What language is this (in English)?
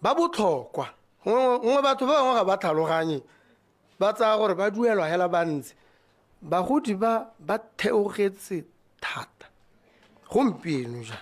Tswana